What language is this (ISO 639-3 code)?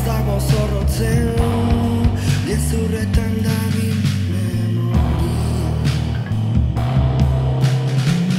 eus